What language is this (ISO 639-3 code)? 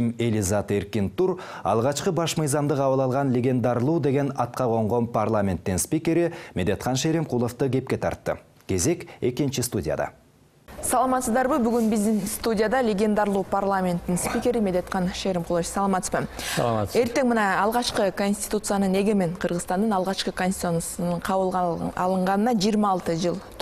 kir